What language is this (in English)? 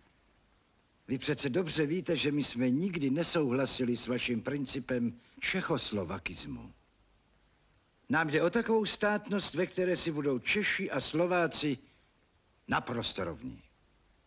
Slovak